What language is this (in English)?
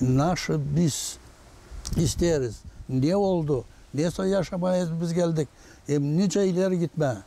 Gagauz